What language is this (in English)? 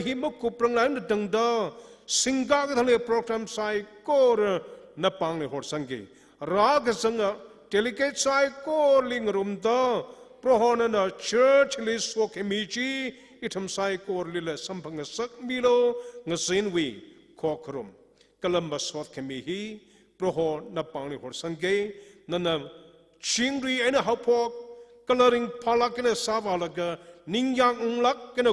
Tangkhul Naga (India)